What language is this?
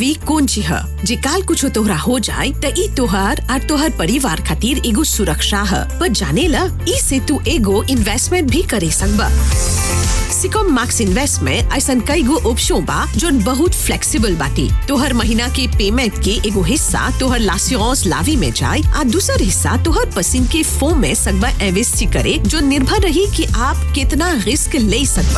Bhojpuri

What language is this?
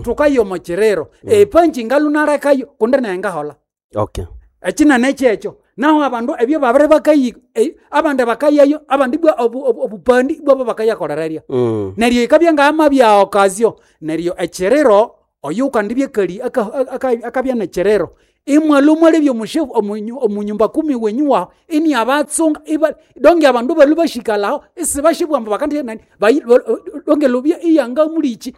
Nande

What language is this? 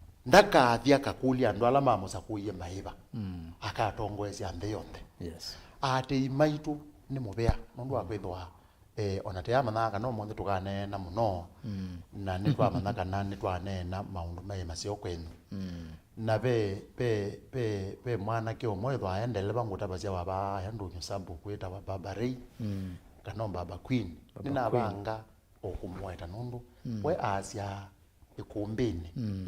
Kamba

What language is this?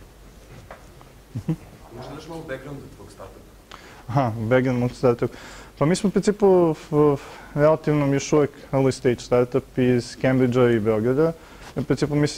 Serbian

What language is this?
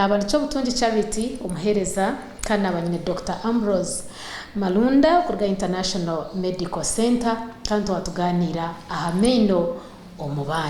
Nyankole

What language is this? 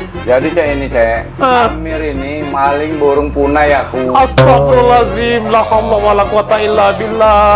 Musi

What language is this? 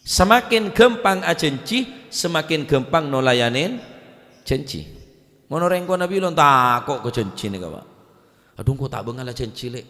Madurese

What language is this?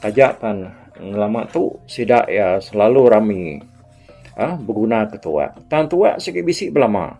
Iban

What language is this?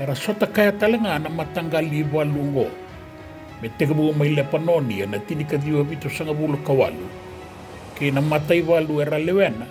Fijian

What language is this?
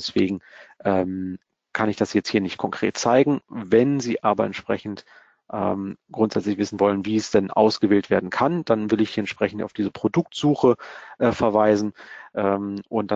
German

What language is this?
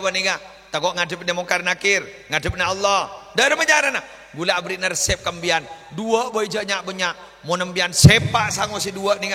Madurese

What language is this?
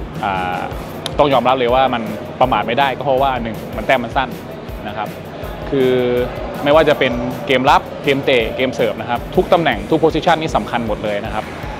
Thai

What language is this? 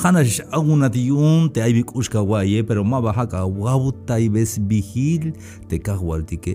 Tzeltal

